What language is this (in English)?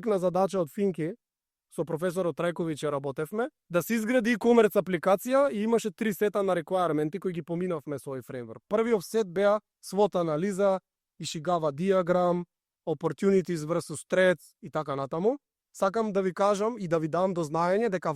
Macedonian